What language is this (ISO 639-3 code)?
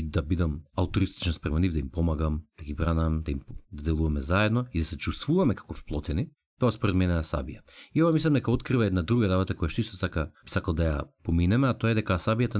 mkd